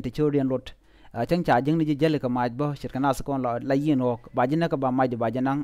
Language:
Nuer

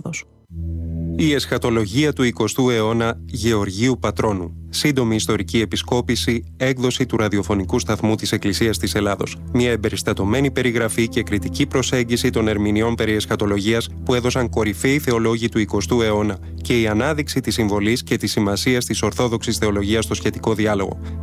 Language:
Greek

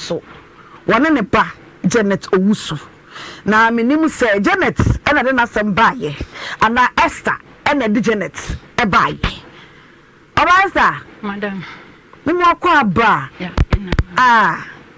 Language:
Akan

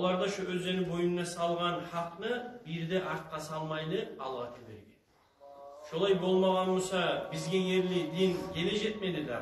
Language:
Kumyk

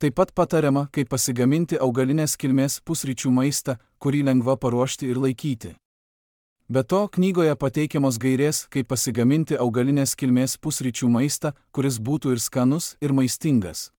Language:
Lithuanian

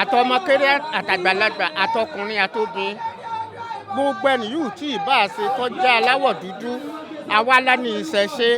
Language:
Yoruba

